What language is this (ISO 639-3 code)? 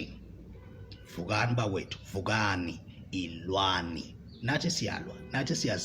zul